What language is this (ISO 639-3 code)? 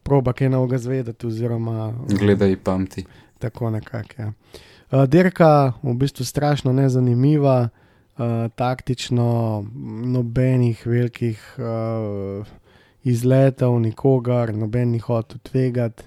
slv